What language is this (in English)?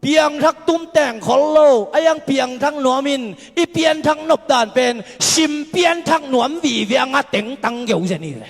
Tedim Chin